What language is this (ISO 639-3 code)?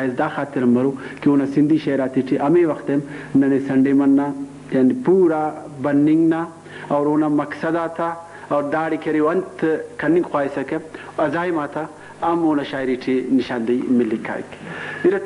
brh